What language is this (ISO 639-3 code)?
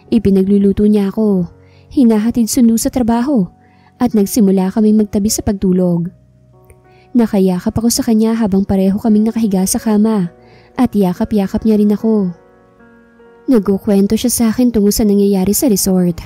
fil